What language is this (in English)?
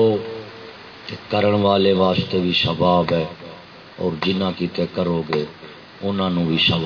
Saraiki